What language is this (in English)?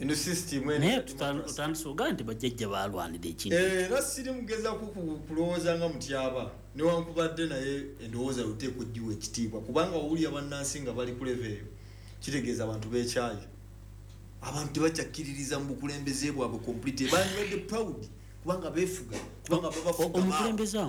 Ganda